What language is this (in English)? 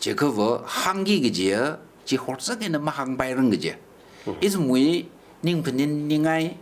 Tangkhul Naga (India)